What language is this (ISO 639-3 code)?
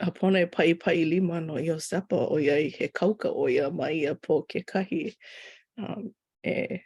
haw